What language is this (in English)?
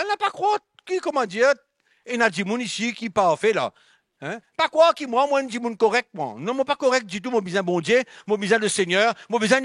Morisyen